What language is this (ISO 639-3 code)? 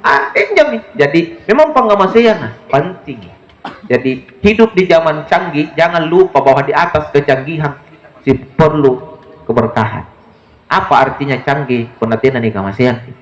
mak